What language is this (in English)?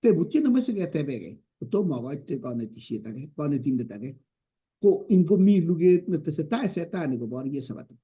Kalenjin